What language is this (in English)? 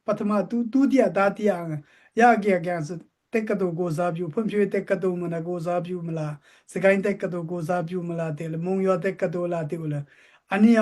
Daai Chin